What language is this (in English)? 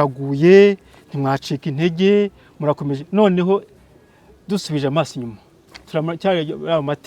Kinyarwanda